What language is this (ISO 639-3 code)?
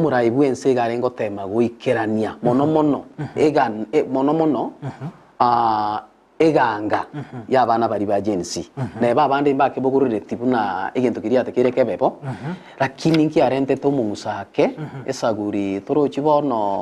guz